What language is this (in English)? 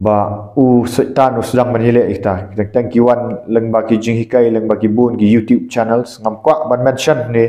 Khasi